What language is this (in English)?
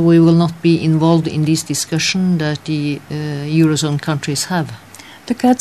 Bulgarian